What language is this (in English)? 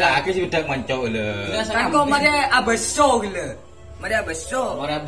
Madurese